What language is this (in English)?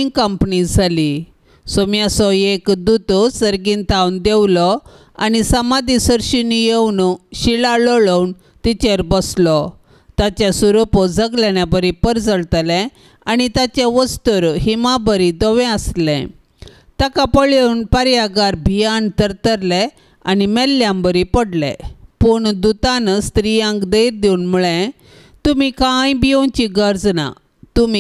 Konkani